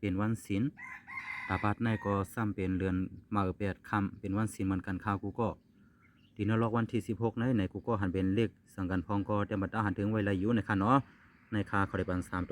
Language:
Shan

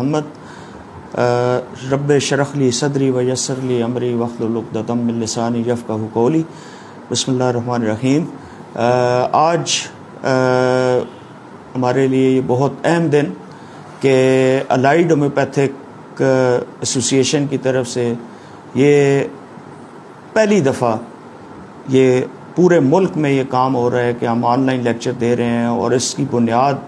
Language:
Urdu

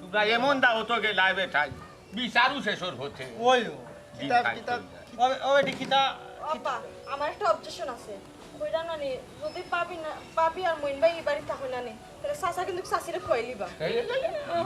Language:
Sylheti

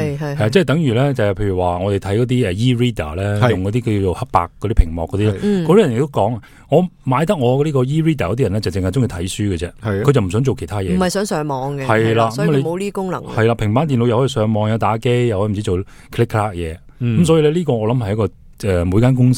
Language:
Cantonese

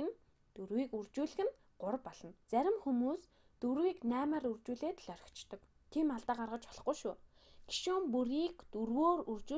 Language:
Mongolian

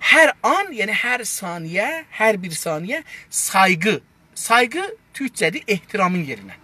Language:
South Azerbaijani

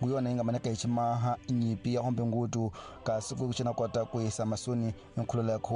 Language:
Tsonga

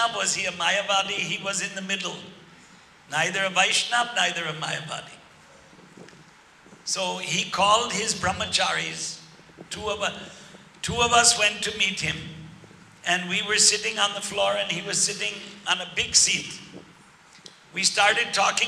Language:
English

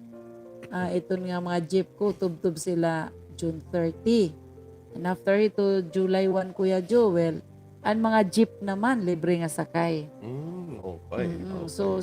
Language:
Waray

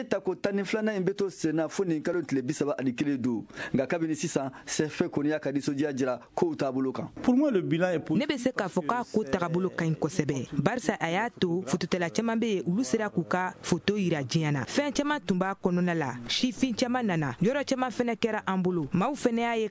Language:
Bambara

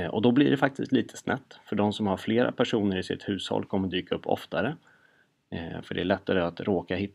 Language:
Swedish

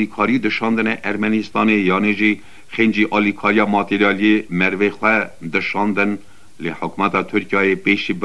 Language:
Kurdish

